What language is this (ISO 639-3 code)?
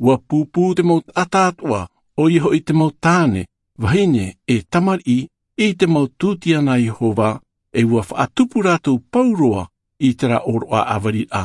tah